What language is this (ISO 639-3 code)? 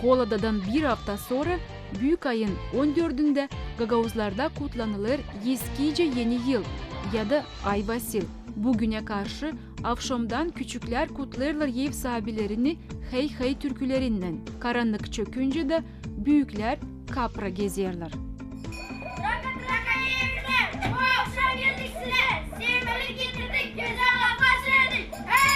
gag